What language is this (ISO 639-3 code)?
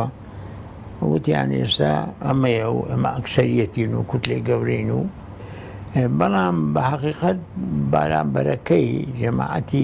ckb